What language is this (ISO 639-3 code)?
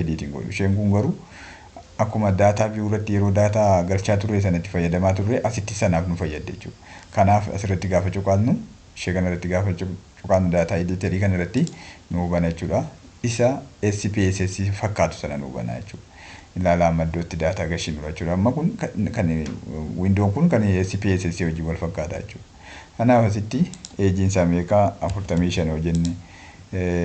orm